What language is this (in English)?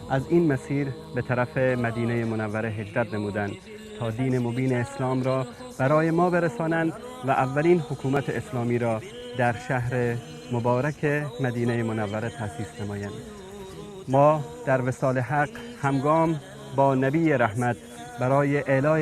Persian